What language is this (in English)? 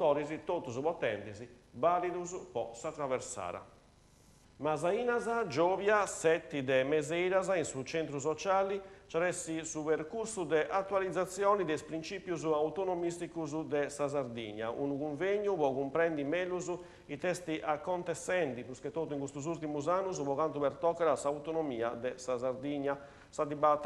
Sardinian